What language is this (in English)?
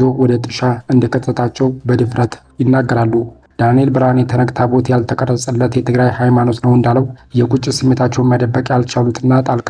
Amharic